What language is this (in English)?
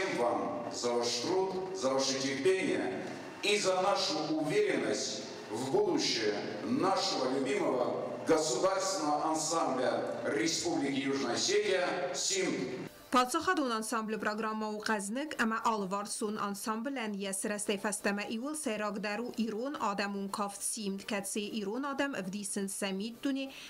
Ossetic